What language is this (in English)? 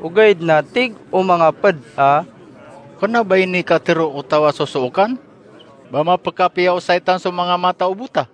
Maranao